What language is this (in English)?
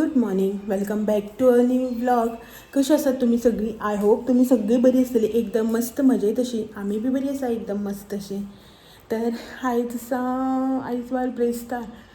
Konkani